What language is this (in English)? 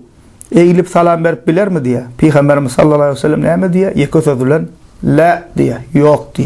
Turkmen